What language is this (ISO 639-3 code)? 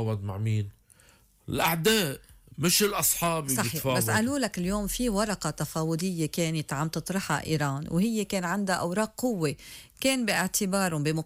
apc